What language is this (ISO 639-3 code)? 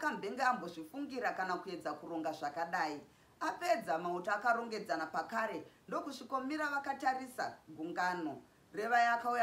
sna